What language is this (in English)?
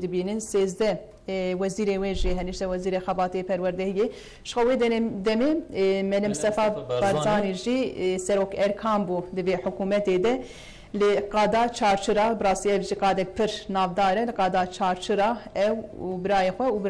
Kurdish